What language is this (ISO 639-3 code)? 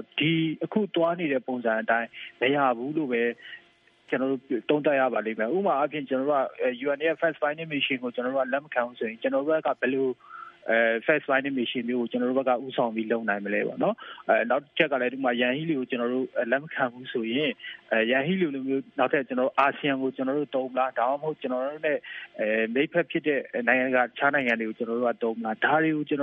mya